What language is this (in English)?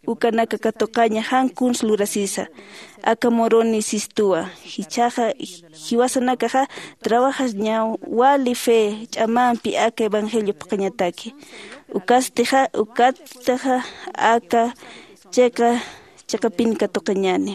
Aymara